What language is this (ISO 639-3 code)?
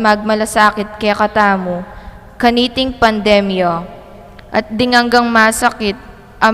pam